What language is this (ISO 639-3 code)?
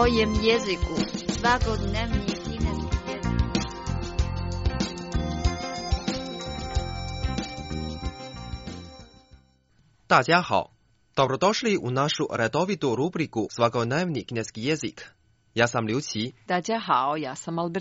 hrv